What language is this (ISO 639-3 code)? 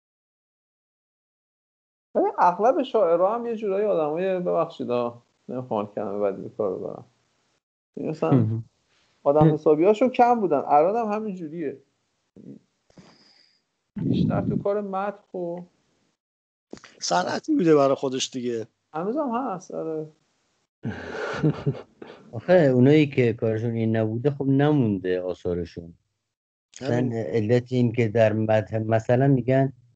fas